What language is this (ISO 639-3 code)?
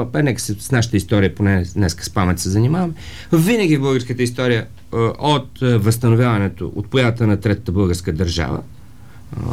bul